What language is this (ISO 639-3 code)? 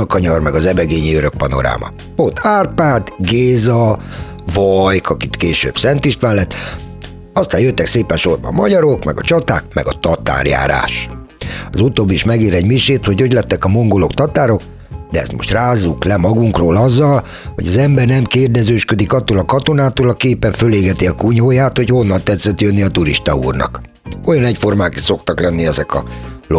hun